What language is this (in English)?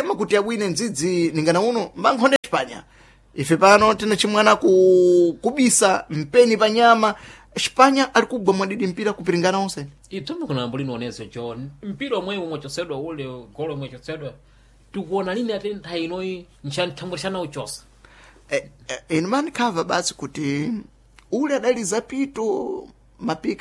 Sena